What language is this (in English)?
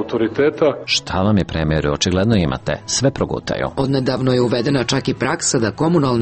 Serbian